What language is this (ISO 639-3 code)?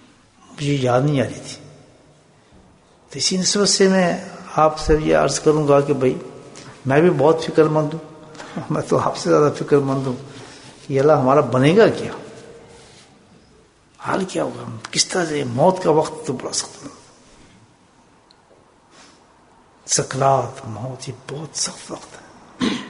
urd